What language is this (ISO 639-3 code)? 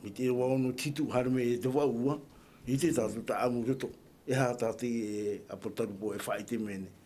tah